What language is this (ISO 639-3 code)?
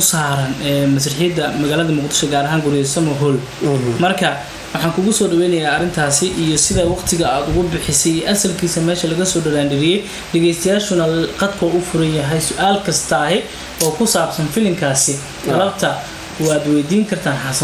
som